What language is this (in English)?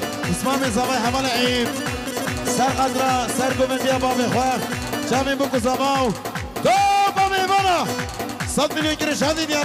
Kurdish